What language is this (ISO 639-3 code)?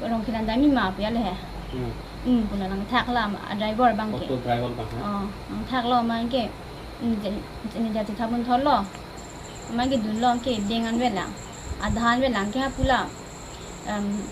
mjw